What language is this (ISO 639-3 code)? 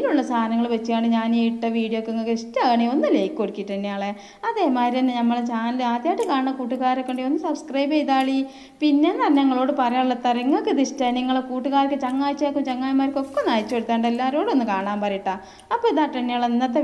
mal